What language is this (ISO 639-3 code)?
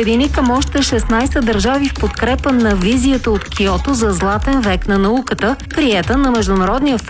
bul